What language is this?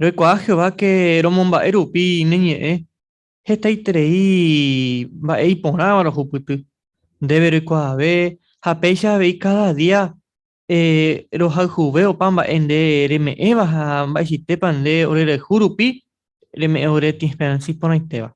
Guarani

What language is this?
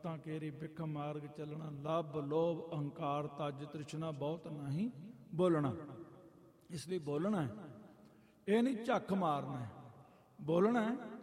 Punjabi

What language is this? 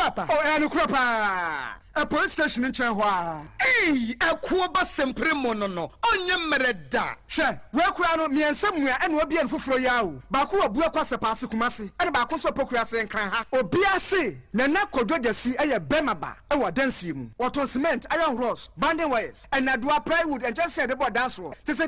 Akan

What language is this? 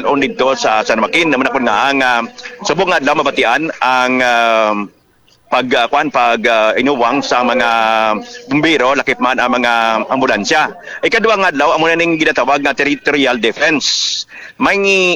Hiligaynon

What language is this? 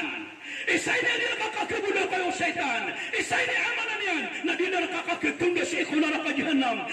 Maranao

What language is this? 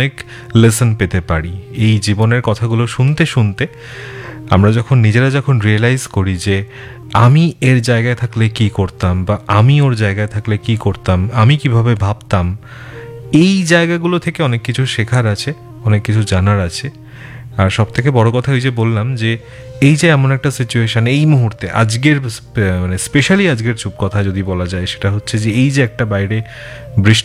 Bangla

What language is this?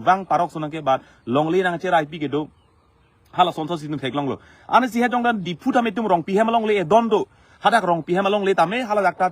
Karbi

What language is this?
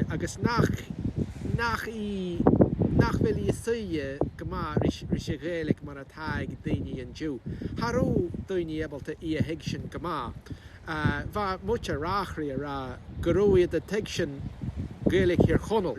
Scottish Gaelic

